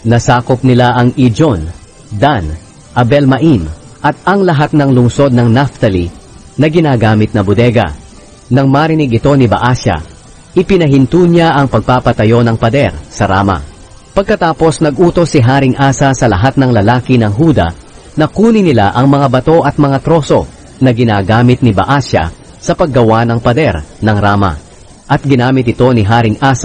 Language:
Filipino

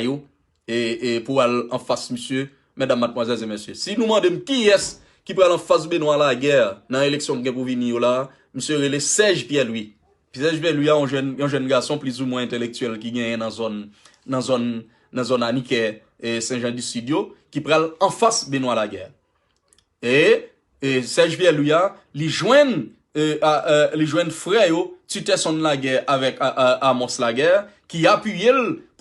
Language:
Haitian Creole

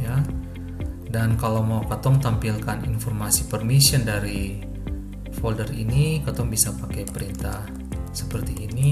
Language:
Ambonese Malay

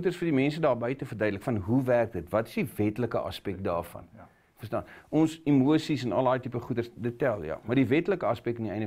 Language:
Afrikaans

